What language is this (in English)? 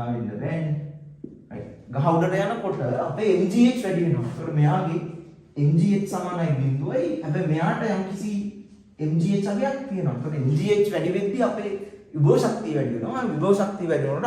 Sinhala